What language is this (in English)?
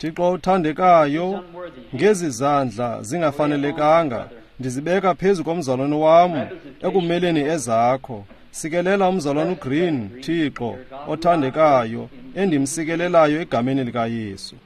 Xhosa